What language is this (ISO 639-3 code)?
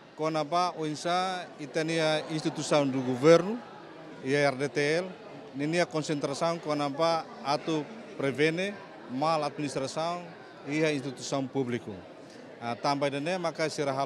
tet